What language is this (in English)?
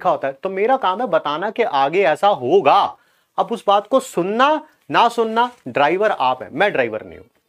Hindi